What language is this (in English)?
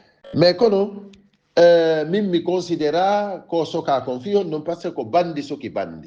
Fula